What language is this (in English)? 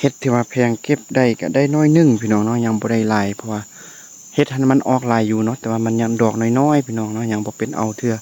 Lao